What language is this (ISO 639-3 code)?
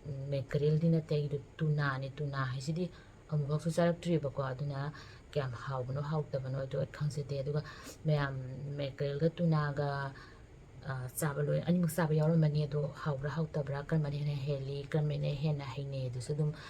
mni